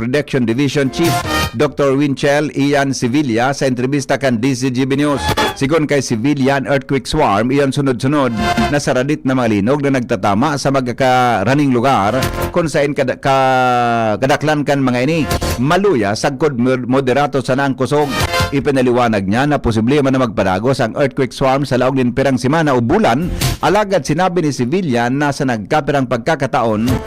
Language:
Bikol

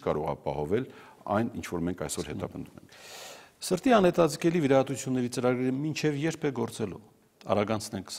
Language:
Armenian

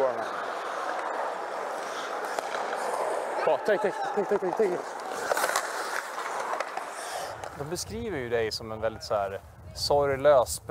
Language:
Swedish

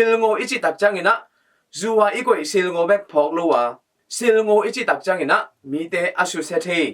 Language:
Tedim Chin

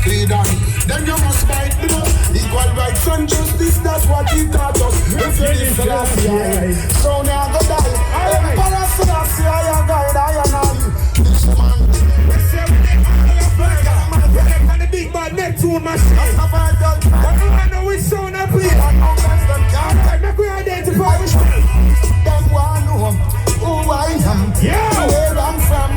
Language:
Jamaican Creole English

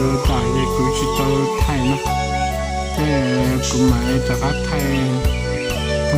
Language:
Hmong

